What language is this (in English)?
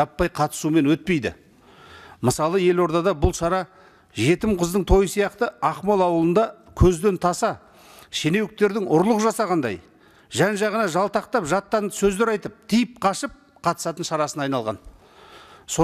Kazakh